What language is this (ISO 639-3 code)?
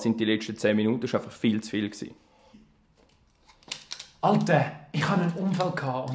deu